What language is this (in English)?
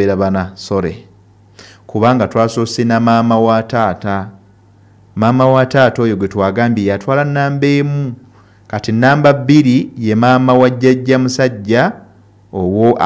Ganda